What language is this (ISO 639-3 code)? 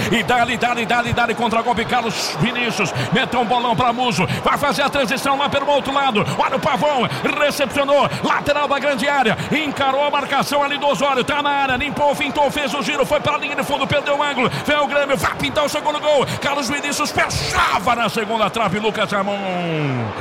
por